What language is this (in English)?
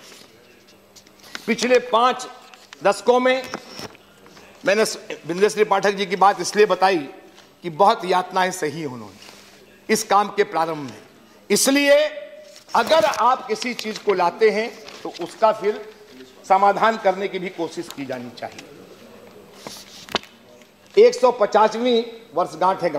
Hindi